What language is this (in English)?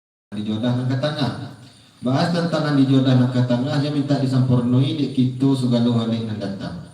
Minangkabau